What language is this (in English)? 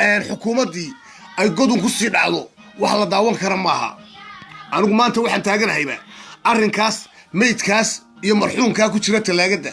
Somali